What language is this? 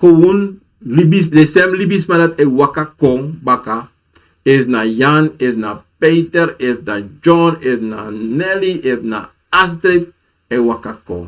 Sranan Tongo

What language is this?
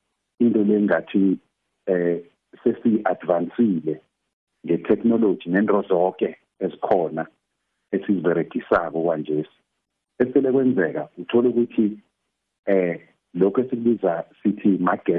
South Ndebele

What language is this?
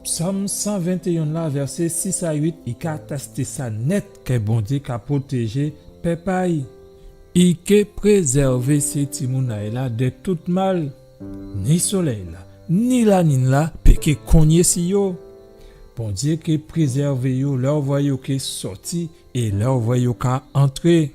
Guadeloupean Creole French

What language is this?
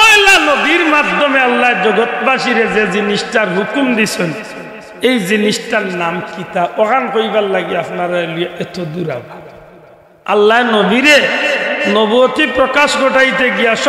Sylheti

